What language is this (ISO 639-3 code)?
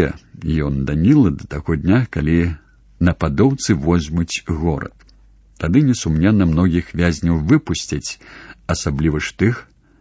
bel